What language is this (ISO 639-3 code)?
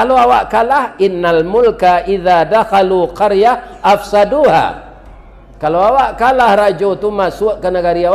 min